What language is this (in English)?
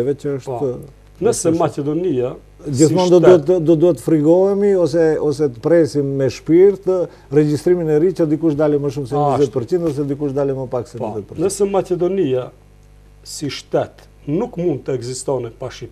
Albanian